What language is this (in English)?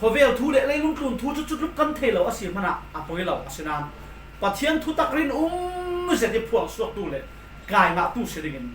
Falam Chin